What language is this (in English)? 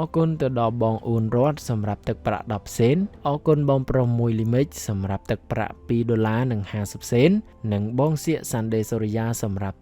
Khmer